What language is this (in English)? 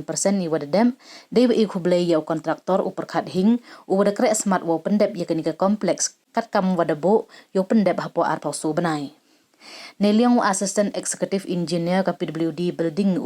Pnar